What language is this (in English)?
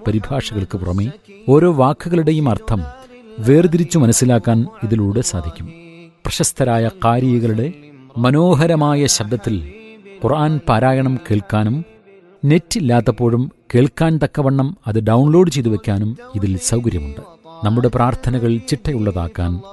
Malayalam